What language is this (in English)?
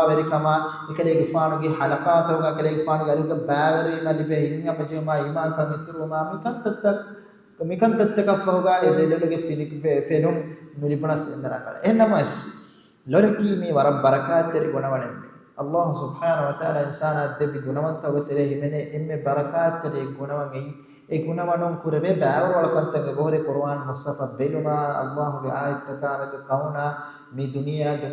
Divehi